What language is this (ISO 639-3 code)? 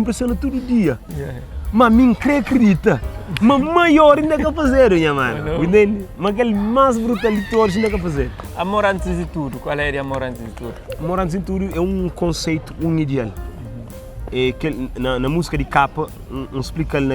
kea